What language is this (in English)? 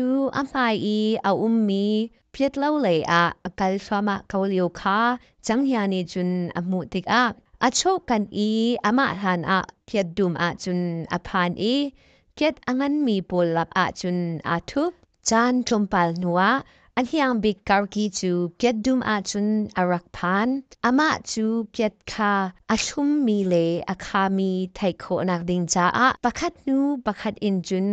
Hakha Chin